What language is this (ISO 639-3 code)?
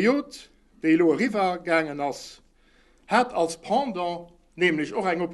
ltz